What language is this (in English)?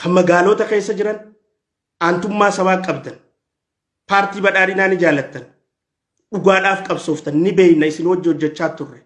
Oromo